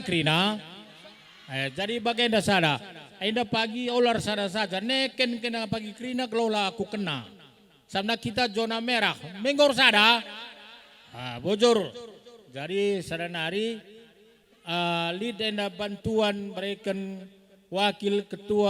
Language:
Batak Karo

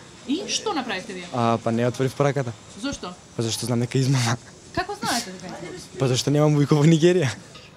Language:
Macedonian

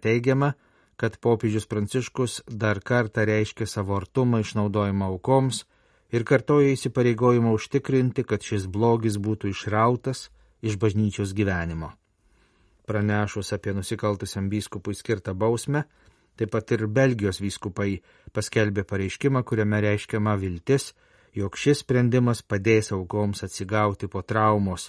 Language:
Lithuanian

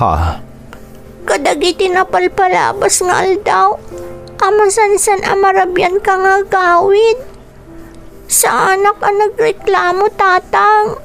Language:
Iloko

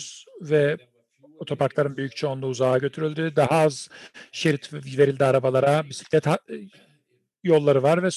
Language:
Turkish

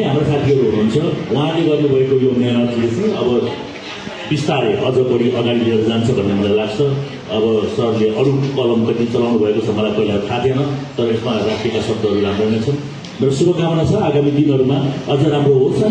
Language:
Nepali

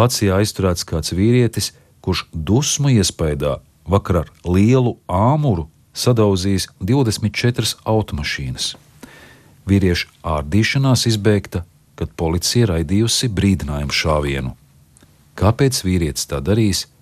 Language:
Latvian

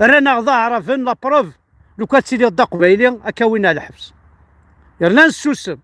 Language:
Kabyle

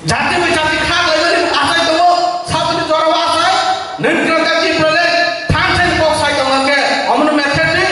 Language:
Kok Borok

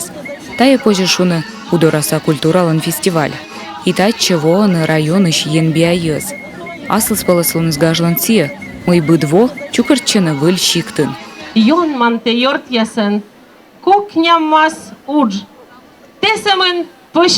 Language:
Komi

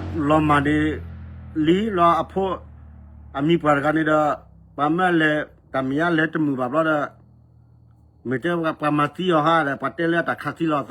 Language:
S'gaw Karen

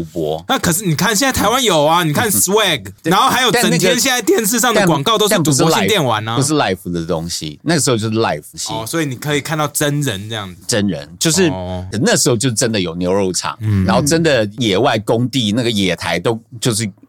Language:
Chinese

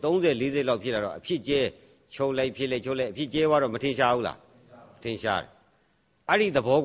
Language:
Burmese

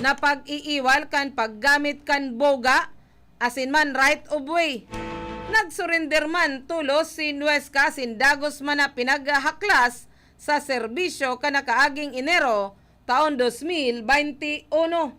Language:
Bikol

